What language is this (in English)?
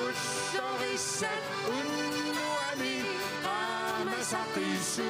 Kalaallisut